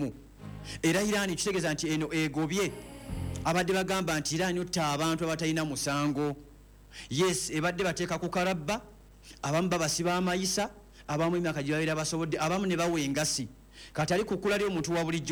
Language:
Ganda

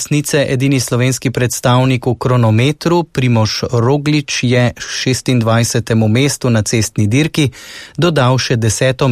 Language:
Slovenian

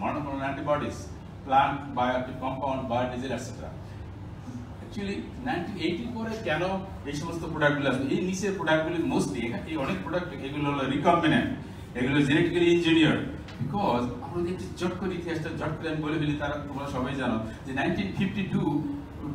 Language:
Bangla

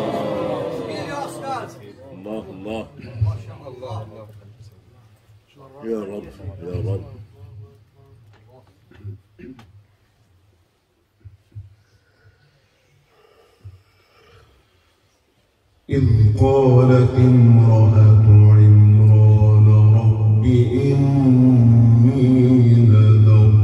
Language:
Arabic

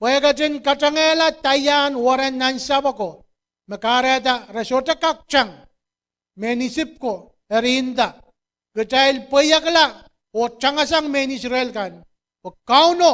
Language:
Pohnpeian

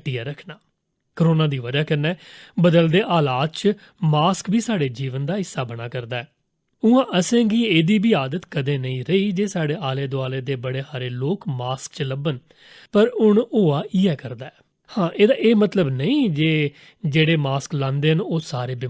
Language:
Dogri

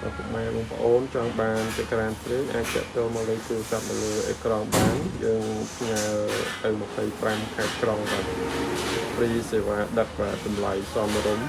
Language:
Khmer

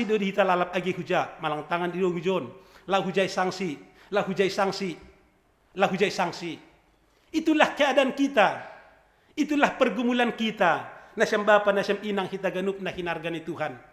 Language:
Batak Simalungun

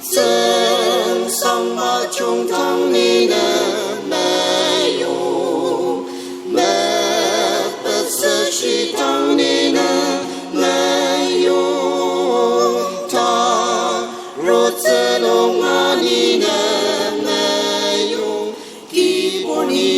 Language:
Ao Naga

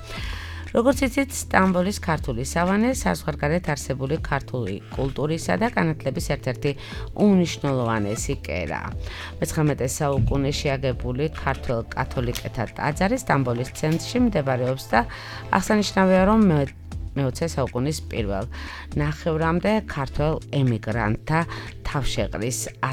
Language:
Georgian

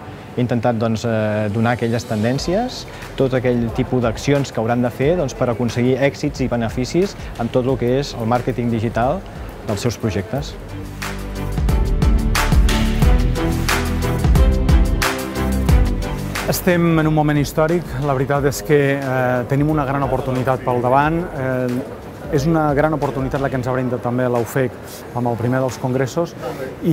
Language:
Catalan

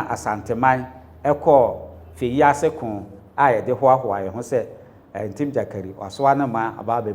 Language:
Akan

